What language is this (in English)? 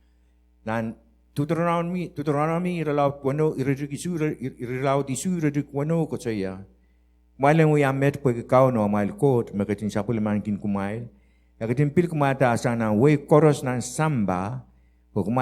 Pohnpeian